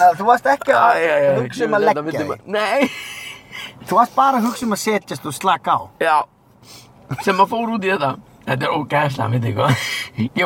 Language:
Icelandic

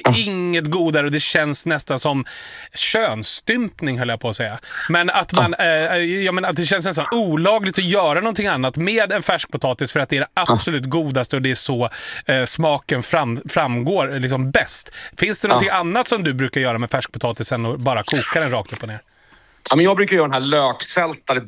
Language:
Swedish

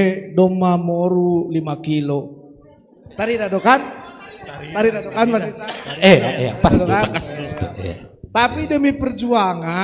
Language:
Batak Simalungun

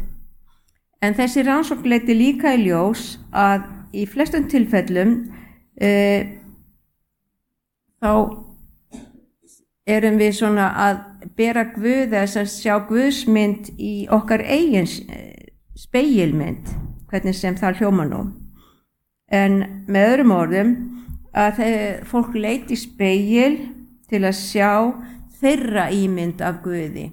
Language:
Icelandic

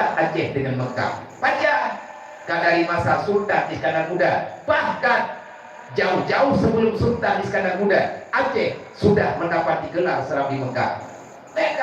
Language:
Achinese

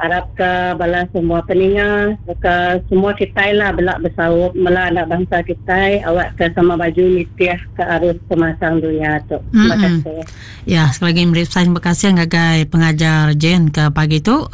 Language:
Iban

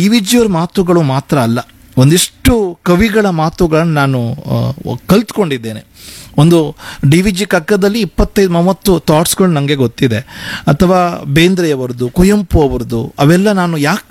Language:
Kannada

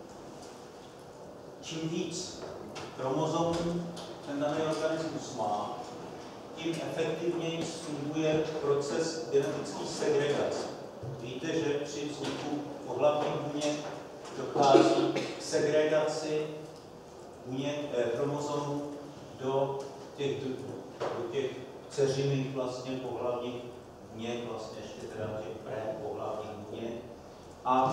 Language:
Czech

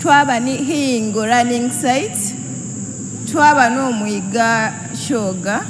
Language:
Soga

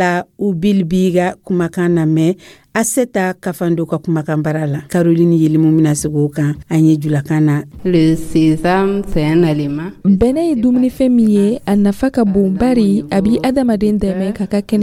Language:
Dyula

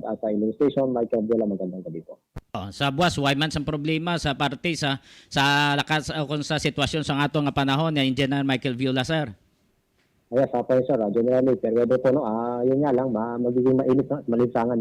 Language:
Hiligaynon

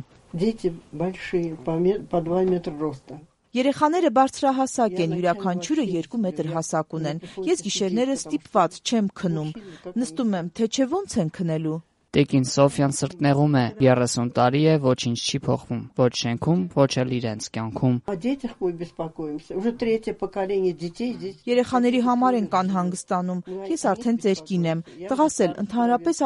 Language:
Armenian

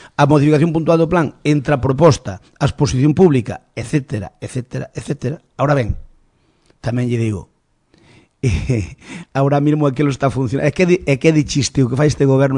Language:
Galician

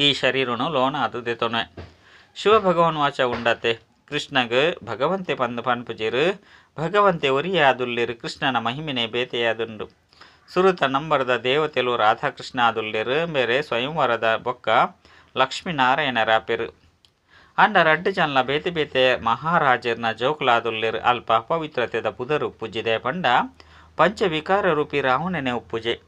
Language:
Tulu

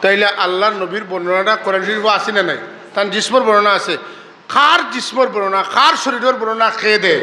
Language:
Sylheti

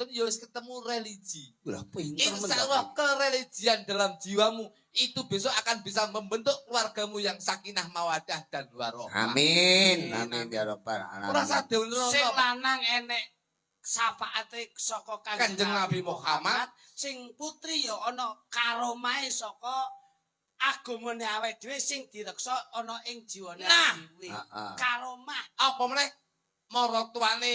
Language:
Javanese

